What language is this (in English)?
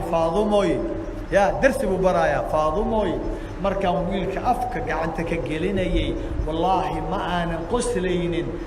Somali